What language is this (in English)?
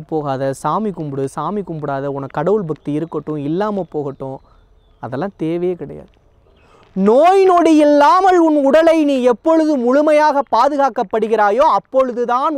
Tamil